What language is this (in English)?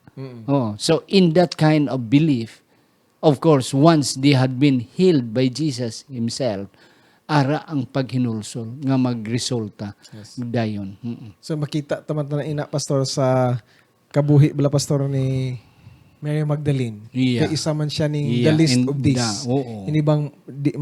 Hiligaynon